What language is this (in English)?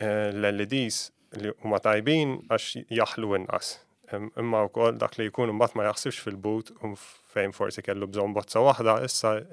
Maltese